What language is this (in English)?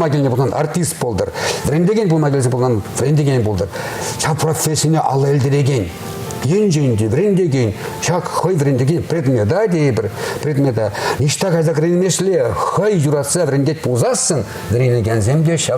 Chuvash